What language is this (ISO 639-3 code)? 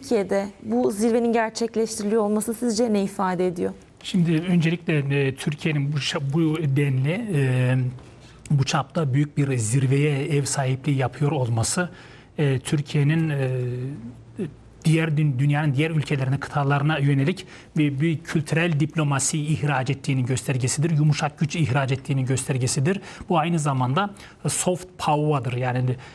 tur